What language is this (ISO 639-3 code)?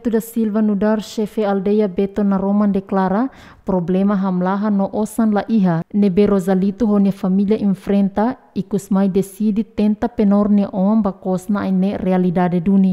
tet